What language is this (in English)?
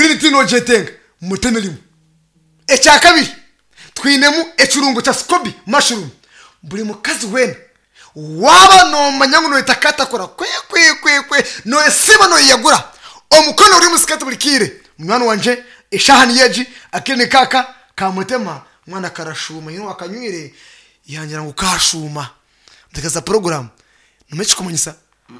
Nyankole